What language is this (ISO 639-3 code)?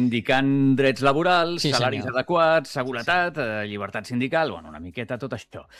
cat